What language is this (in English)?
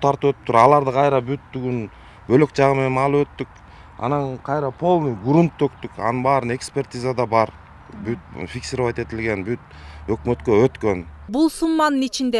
Kyrgyz